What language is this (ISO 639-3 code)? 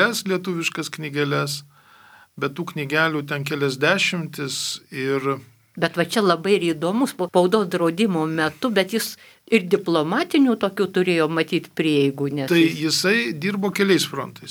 lit